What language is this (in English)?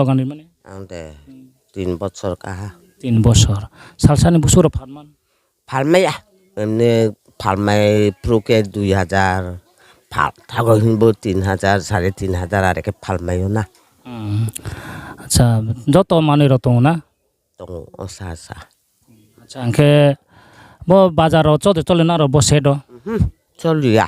Riang (India)